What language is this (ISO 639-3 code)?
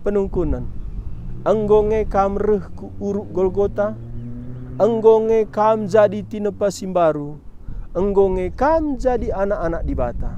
btx